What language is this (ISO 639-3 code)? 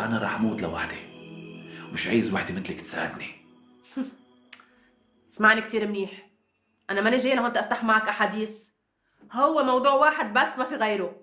apc